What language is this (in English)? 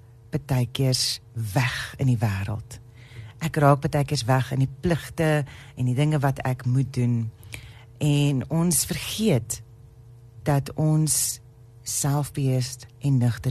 Afrikaans